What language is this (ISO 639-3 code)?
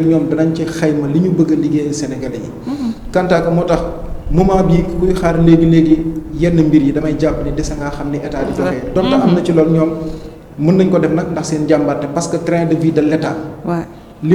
wol